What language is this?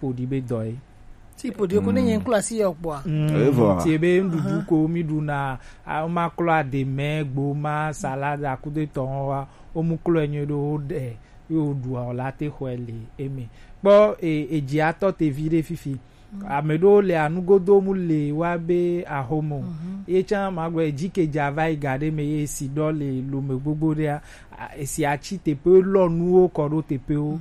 Gen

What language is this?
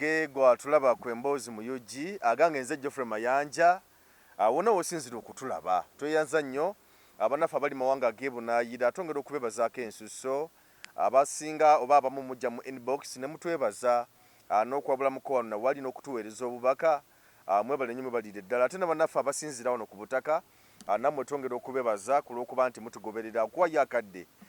Ganda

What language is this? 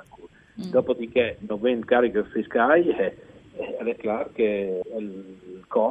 Friulian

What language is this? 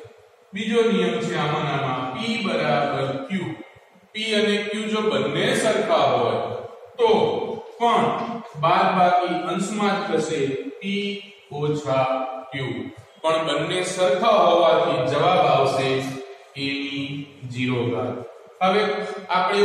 Gujarati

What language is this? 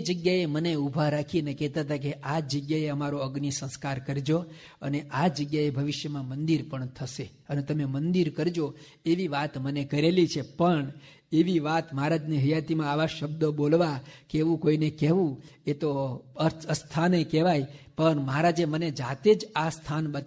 Gujarati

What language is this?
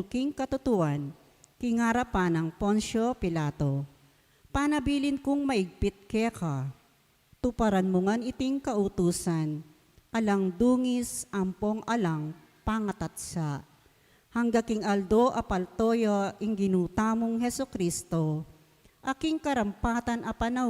Pampanga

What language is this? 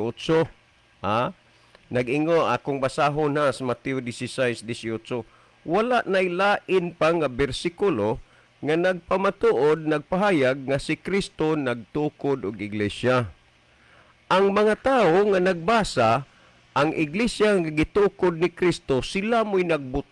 Cebuano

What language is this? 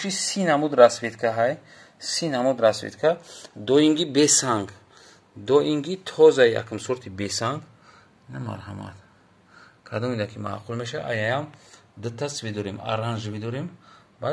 Tajik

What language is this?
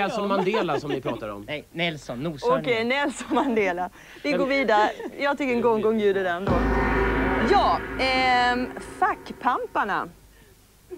Swedish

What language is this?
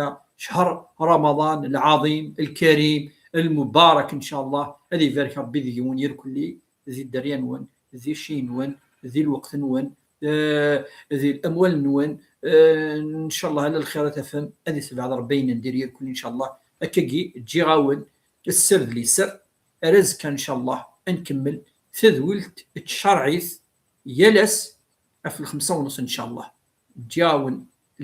Kabyle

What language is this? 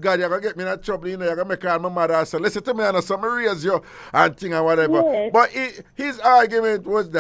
Jamaican Creole English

